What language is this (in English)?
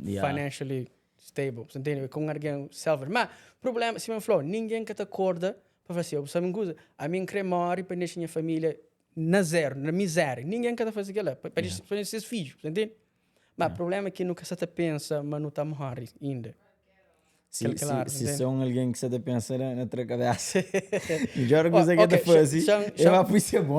Kabuverdianu